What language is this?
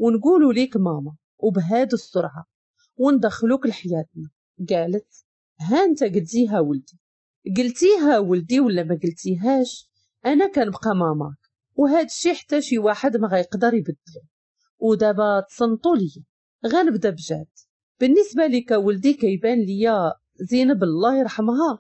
Moroccan Arabic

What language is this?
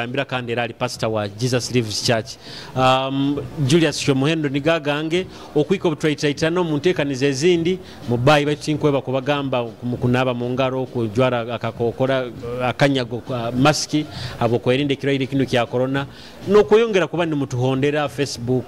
Nyoro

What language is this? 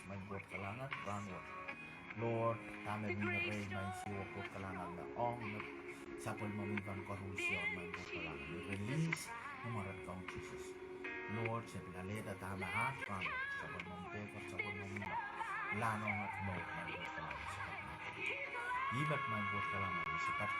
Pohnpeian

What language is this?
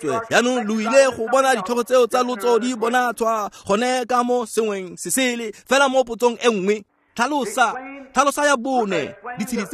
Tswana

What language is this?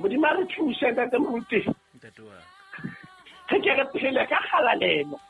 Southern Sotho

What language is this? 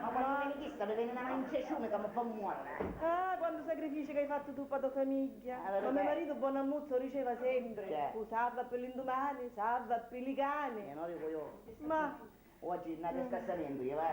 Sicilian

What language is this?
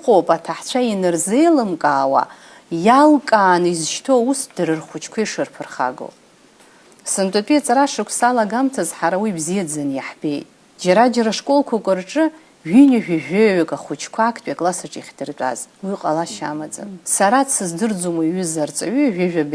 Abkhazian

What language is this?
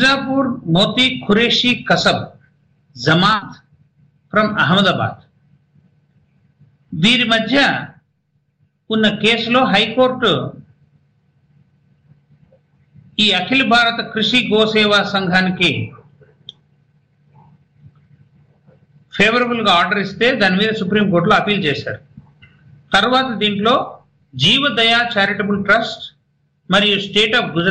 Telugu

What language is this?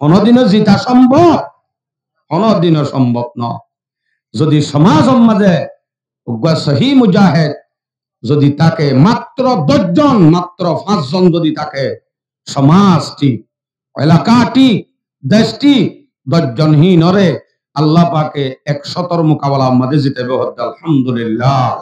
Rohingya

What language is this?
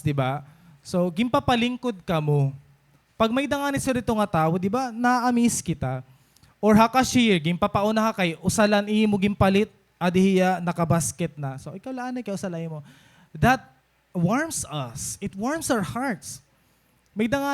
Waray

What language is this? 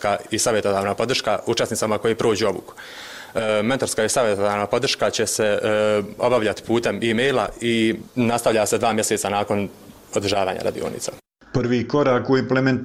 Bosnian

